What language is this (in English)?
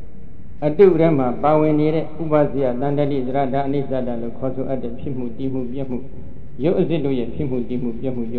Burmese